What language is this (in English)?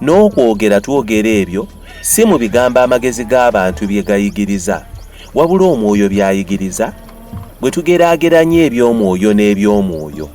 Ganda